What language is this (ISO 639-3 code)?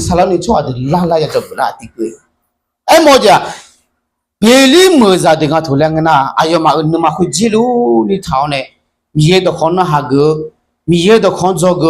ahk